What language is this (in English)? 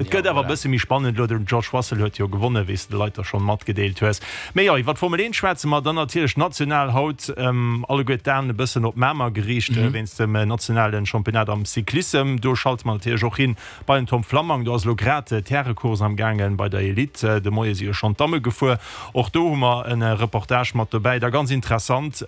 Luxembourgish